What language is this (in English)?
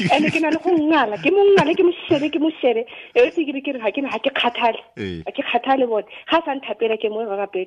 Tswana